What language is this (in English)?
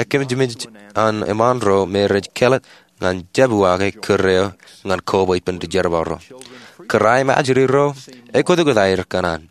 Marshallese